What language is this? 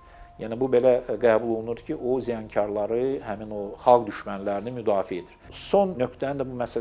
Azerbaijani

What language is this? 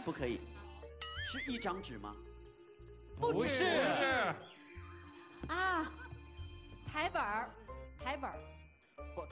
Chinese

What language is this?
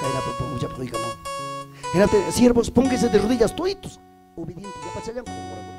Ayacucho Quechua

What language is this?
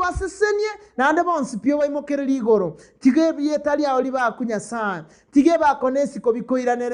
Gusii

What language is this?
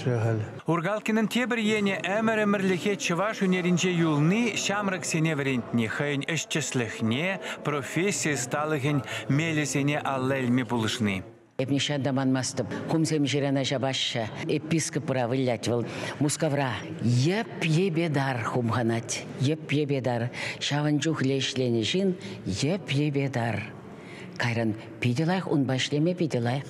Chuvash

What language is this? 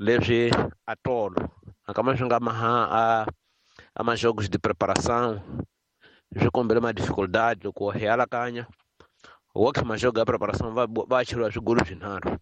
Tsonga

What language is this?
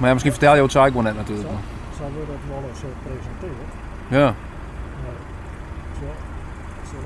Western Frisian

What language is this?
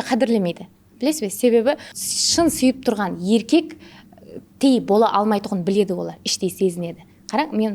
Kara-Kalpak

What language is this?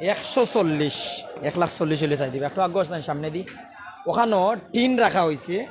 Sylheti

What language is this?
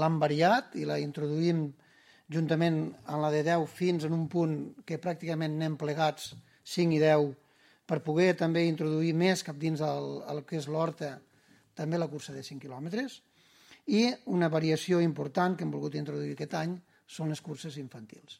Catalan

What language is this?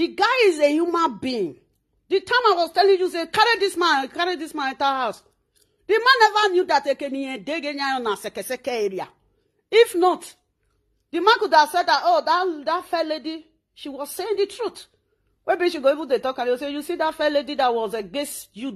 Nigerian Pidgin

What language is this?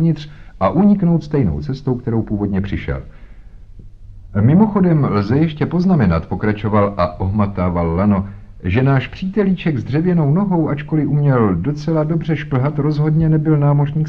Czech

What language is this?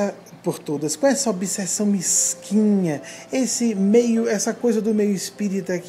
Portuguese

